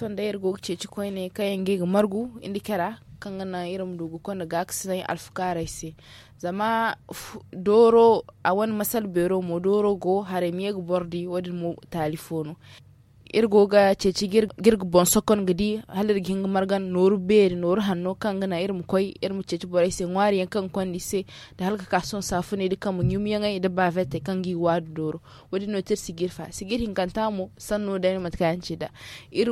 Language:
Zarma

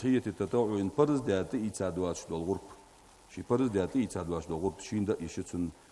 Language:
Ingush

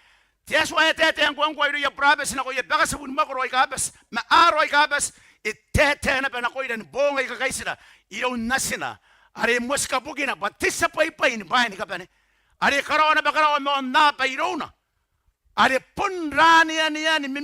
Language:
Gilbertese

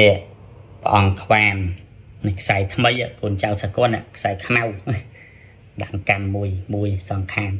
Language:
Khmer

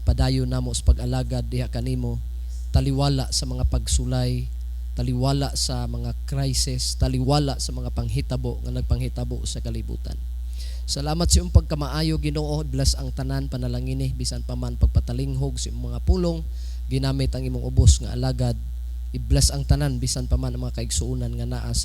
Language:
Cebuano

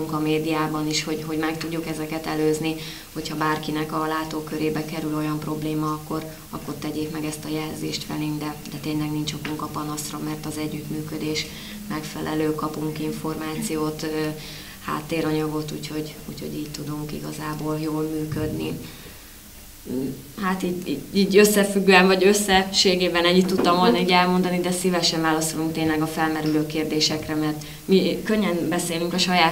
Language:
Hungarian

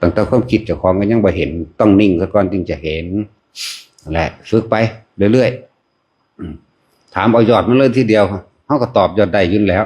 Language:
Northeastern Thai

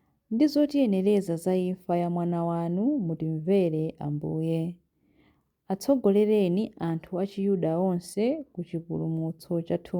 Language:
Nyanja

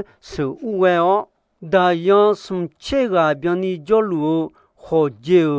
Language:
Akha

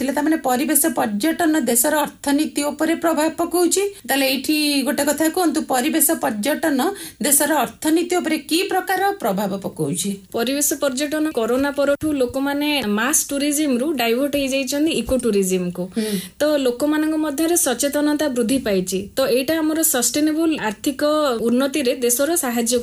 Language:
Odia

